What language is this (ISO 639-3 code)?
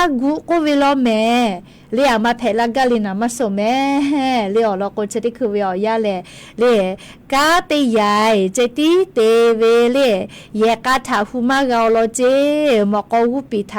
lhu